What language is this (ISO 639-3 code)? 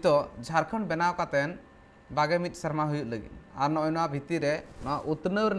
sat